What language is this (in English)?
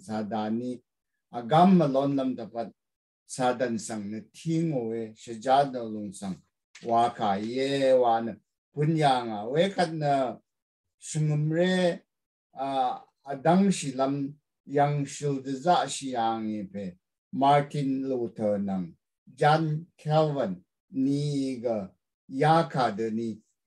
Rawang